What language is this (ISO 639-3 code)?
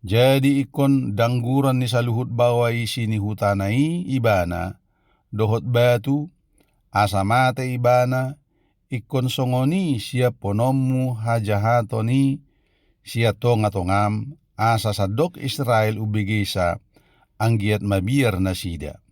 bbc